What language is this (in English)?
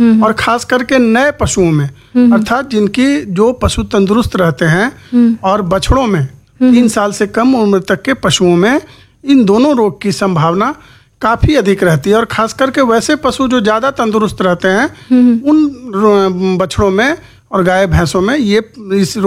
Hindi